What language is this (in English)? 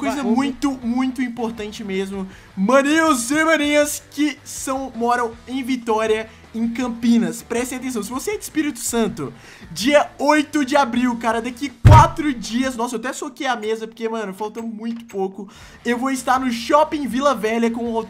Portuguese